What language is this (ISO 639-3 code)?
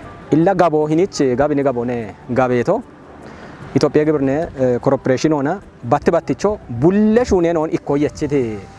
kbr